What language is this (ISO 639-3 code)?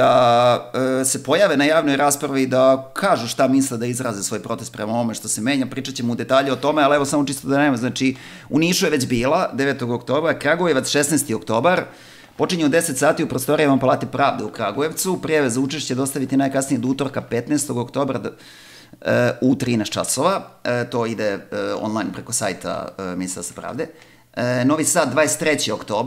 srp